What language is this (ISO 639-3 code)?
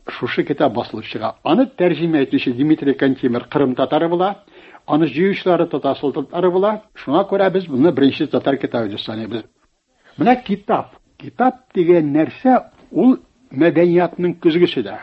tat